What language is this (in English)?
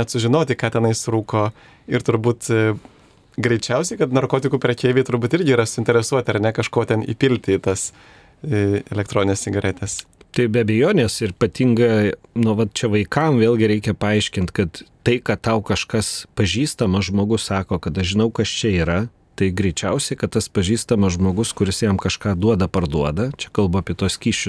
Lithuanian